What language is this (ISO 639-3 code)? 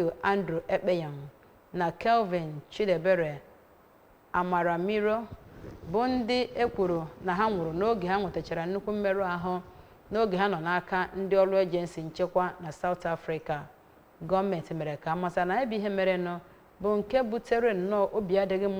ibo